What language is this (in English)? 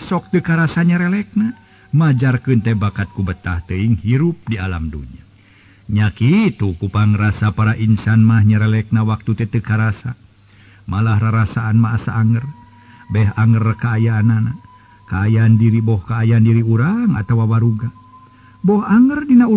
Sundanese